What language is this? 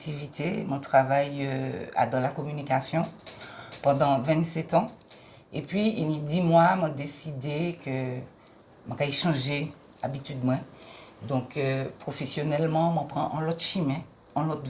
Guadeloupean Creole French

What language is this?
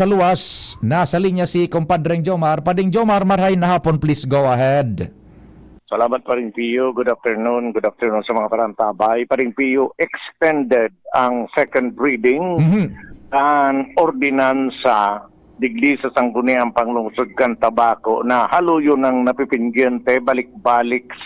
Bikol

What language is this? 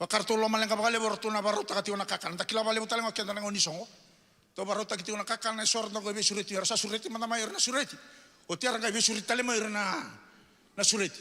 Fijian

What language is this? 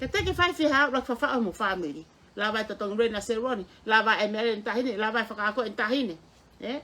Tongan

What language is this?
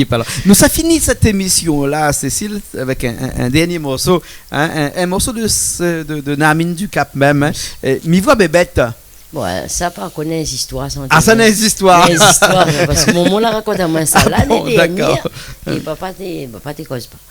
Réunion Creole French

